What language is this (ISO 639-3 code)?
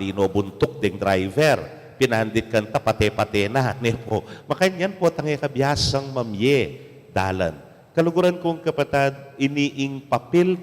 pam